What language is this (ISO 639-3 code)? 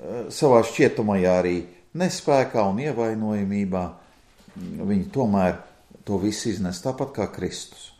lav